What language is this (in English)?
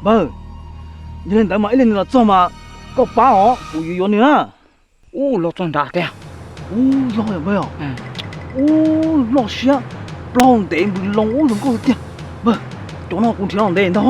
Hmong